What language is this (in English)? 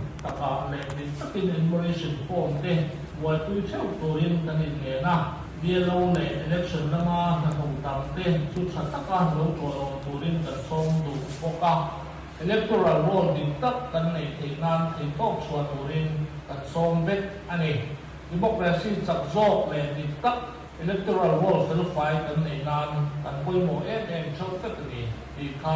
Mizo